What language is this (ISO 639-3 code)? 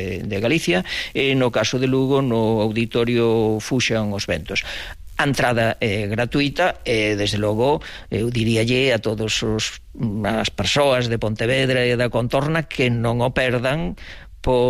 glg